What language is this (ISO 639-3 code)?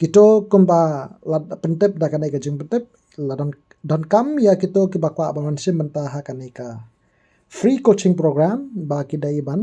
kha